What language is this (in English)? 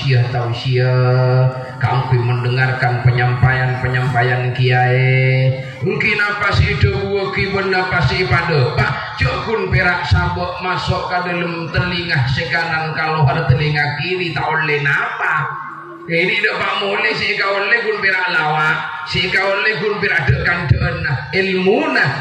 Madurese